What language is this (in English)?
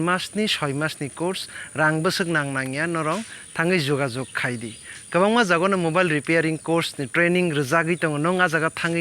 Kok Borok